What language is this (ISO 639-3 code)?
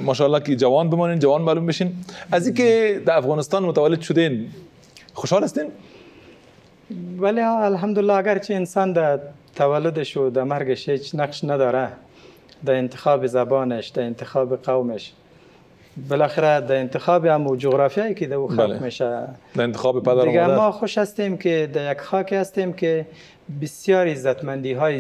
fas